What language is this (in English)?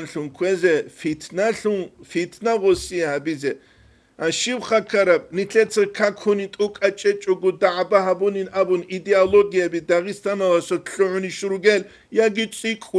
Avaric